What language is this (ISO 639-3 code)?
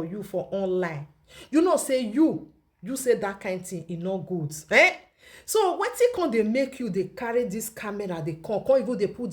pcm